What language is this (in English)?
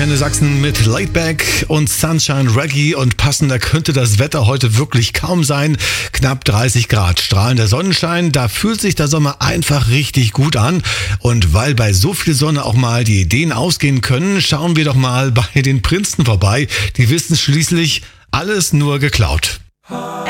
German